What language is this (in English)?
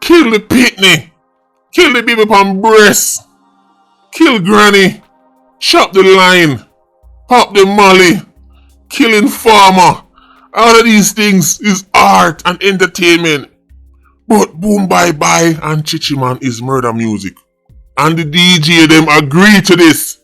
Jamaican Creole English